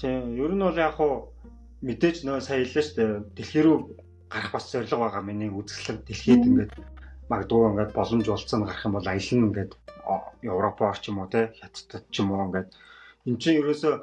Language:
Mongolian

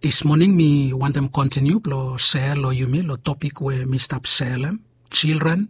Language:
Bislama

